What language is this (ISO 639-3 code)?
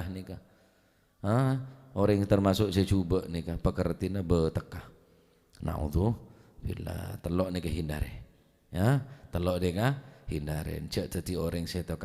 mad